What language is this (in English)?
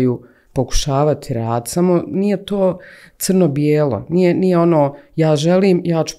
Bosnian